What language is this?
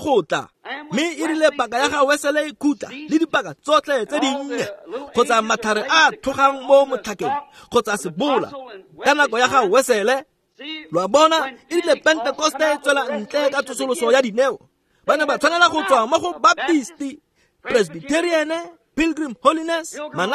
Tswana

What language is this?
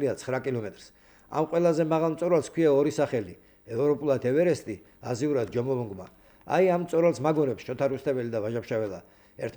Georgian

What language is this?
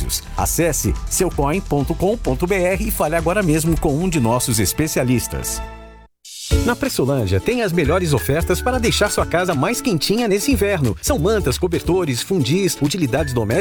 Portuguese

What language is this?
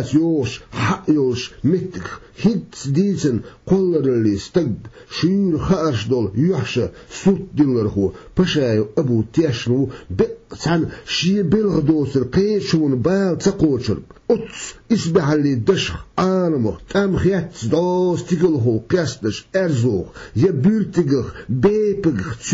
Chechen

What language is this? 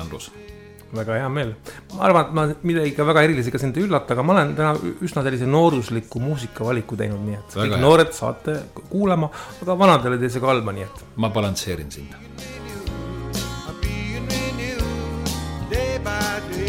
Estonian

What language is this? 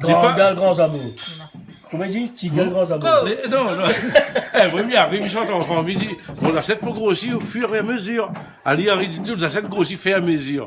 Réunion Creole French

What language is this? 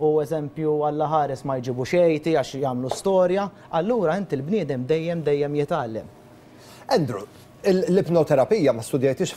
Maltese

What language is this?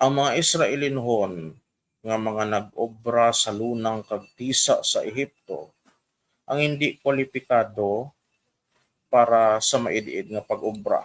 Hiligaynon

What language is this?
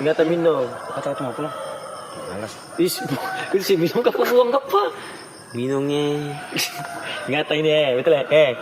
Ambonese Malay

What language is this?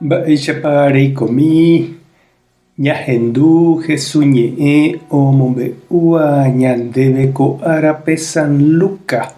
Guarani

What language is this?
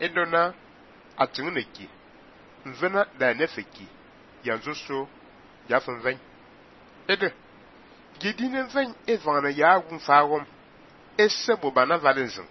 Fang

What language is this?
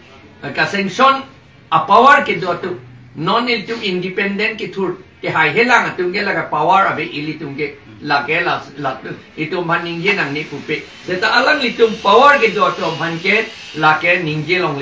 Karbi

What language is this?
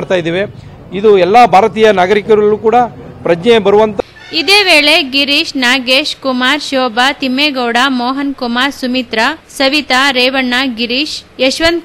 Kannada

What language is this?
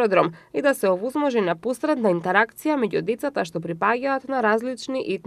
Macedonian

